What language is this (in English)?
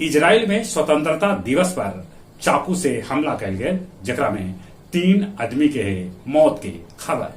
Magahi